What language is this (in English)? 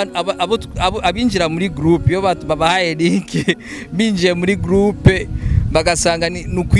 Rundi